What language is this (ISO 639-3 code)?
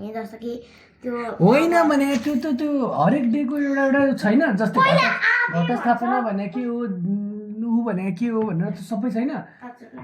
nep